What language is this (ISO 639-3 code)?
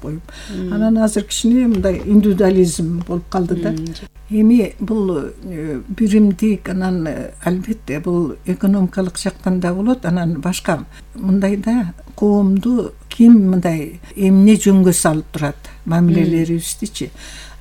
kir